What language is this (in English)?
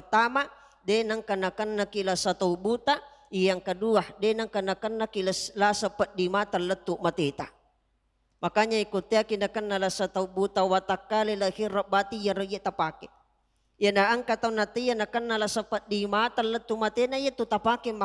Buginese